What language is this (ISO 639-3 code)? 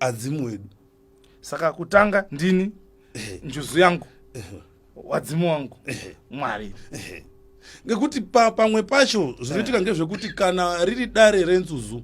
sna